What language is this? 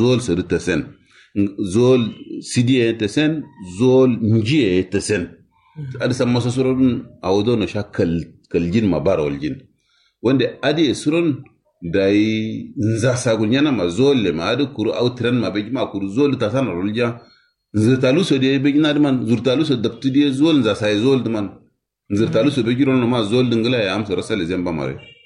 Kanuri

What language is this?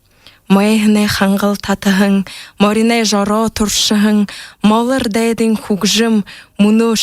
Buriat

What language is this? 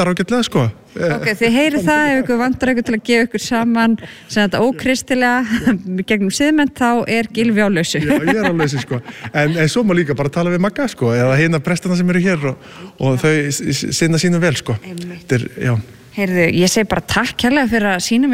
Icelandic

